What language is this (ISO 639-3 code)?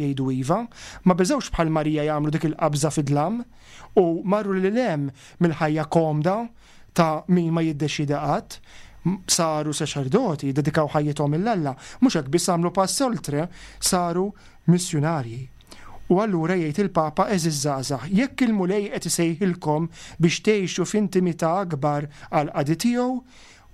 mlt